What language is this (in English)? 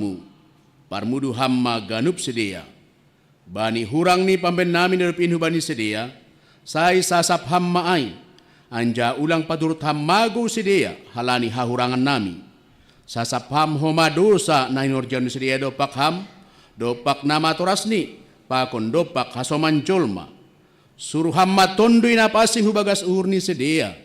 Batak Simalungun